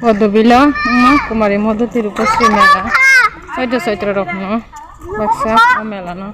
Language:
Kok Borok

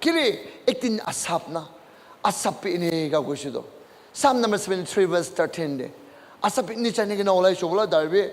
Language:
Naga Pidgin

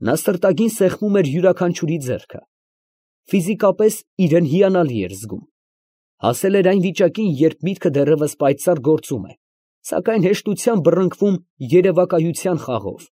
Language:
Armenian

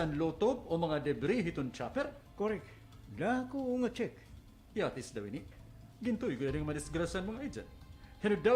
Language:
Waray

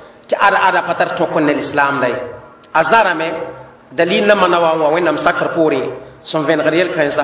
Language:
Mossi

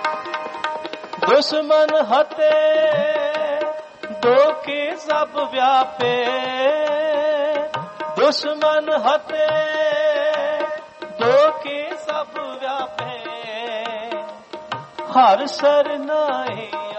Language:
Punjabi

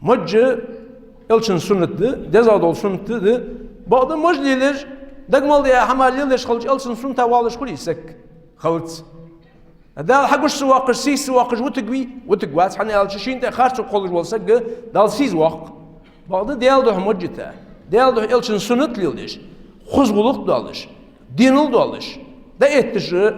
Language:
Ingush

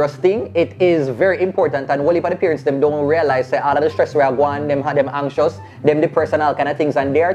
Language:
Jamaican Creole English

